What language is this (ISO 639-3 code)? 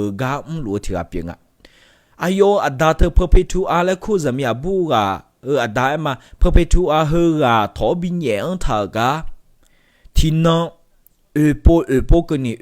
ahk